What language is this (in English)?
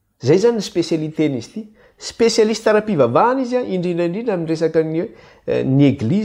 Malagasy